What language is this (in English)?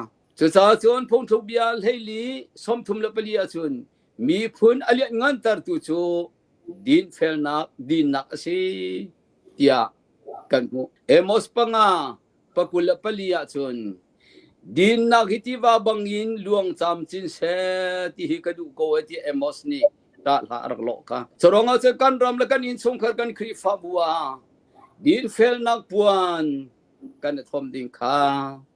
Hakha Chin